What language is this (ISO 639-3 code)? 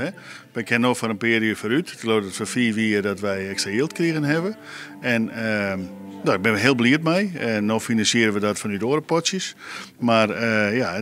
fry